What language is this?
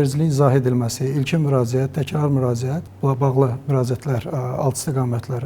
Azerbaijani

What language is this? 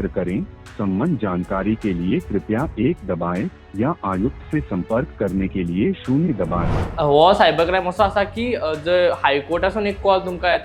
Konkani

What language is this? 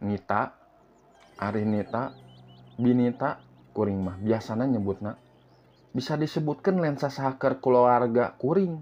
Sundanese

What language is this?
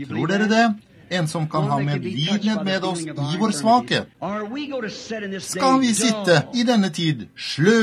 Norwegian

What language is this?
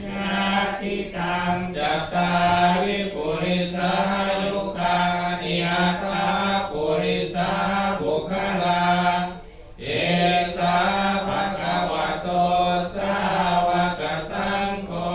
Pali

